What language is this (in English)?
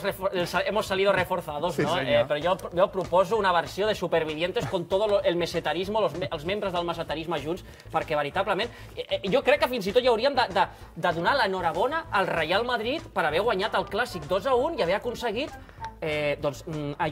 Catalan